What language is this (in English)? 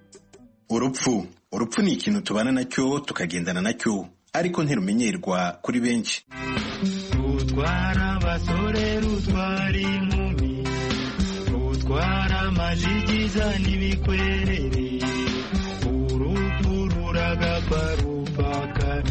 Kinyarwanda